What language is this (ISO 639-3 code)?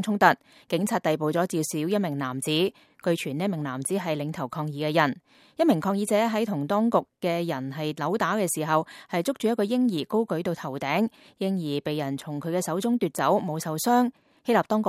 yue